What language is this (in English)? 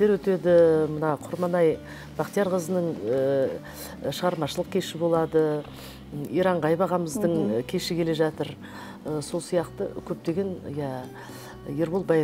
Kazakh